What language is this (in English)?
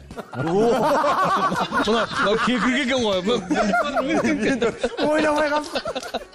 Kazakh